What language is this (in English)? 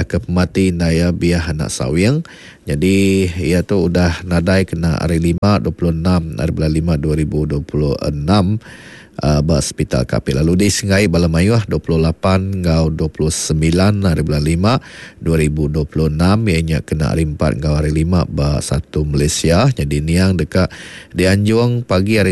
Iban